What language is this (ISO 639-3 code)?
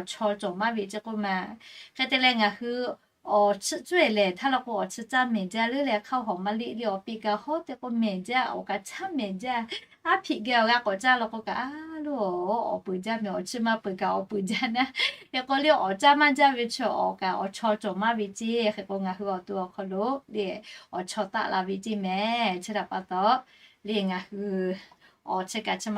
lhu